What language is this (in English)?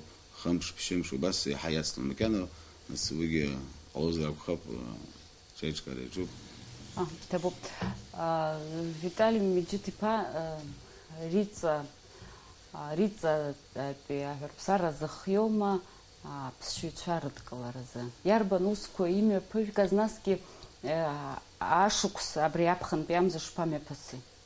Abkhazian